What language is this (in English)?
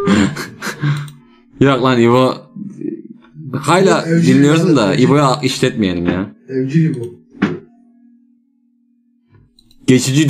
Turkish